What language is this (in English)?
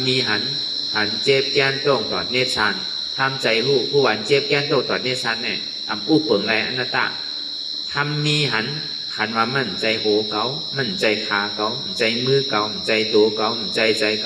Shan